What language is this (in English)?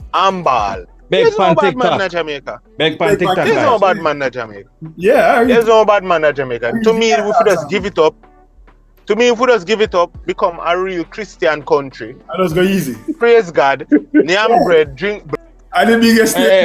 Jamaican Creole English